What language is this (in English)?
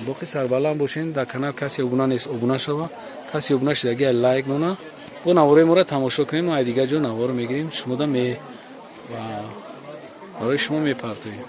Tajik